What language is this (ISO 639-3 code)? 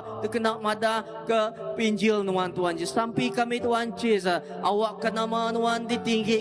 iba